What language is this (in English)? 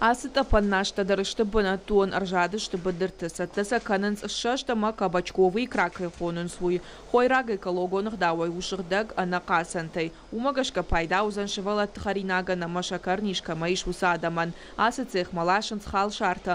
Ossetic